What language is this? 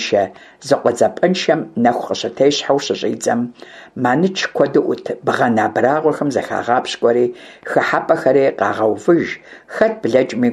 Kabardian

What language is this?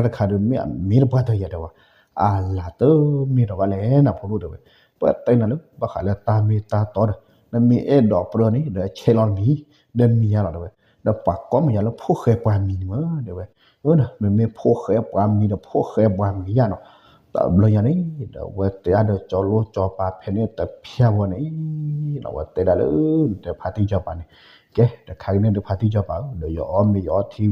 S'gaw Karen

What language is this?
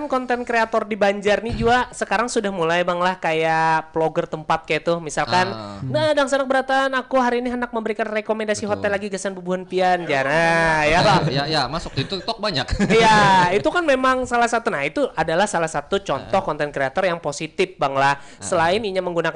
Banjar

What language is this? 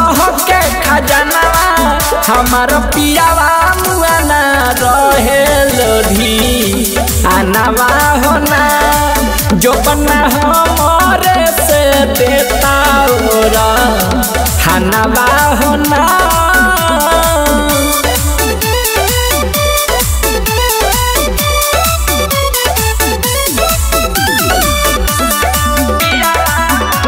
Bhojpuri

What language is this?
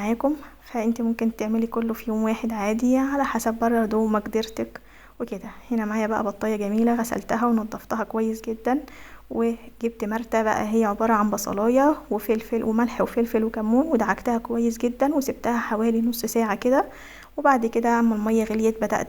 Egyptian Arabic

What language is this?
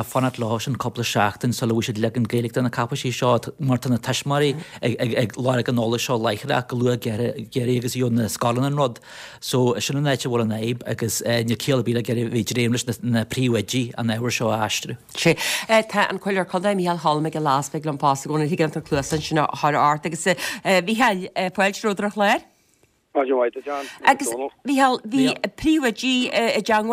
Irish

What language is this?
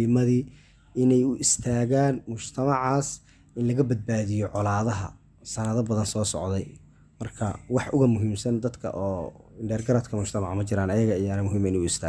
Somali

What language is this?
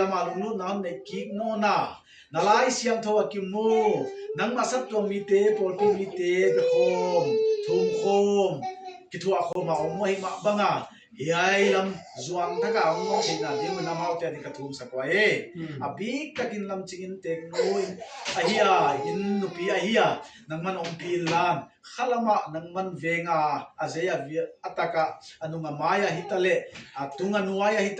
Paite Chin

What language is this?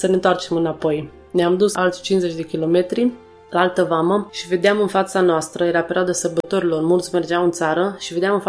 Romanian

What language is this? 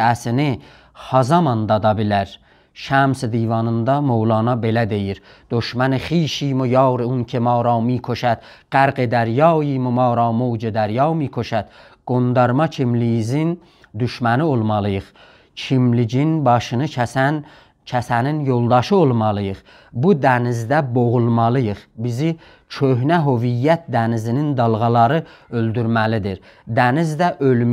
South Azerbaijani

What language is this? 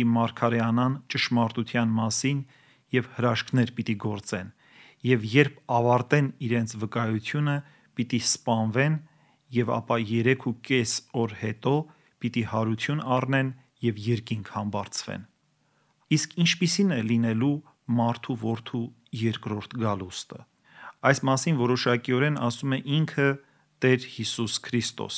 Armenian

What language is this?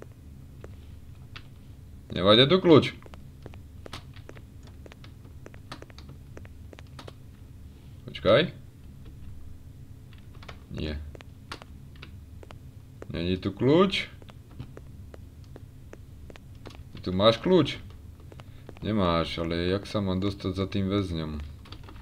Slovak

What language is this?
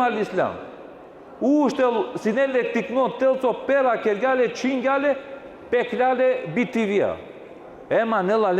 Balkan Romani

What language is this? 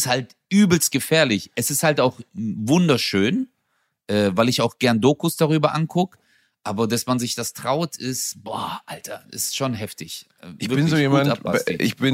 German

